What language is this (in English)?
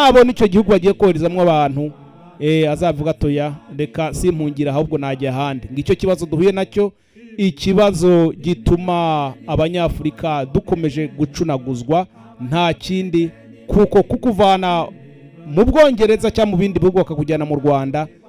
Kinyarwanda